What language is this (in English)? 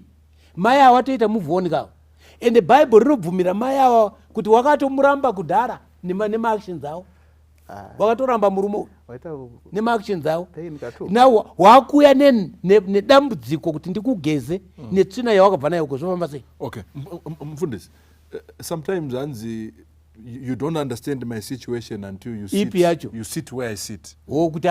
Shona